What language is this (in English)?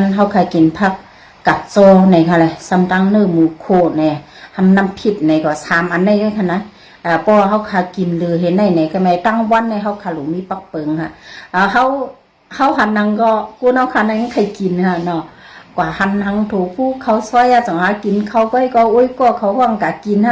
Shan